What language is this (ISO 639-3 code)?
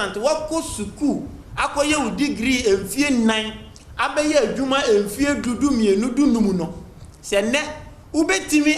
aka